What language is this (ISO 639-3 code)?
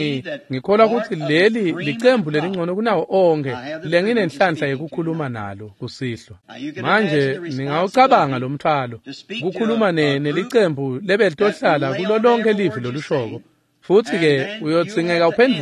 ssw